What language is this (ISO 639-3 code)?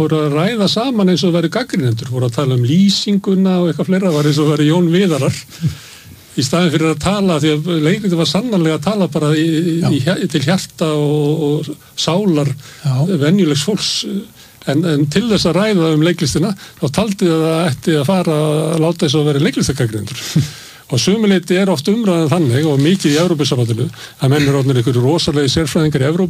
isl